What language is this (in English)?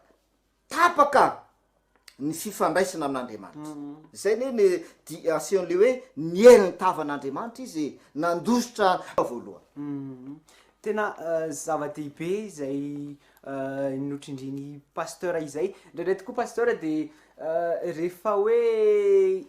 Malagasy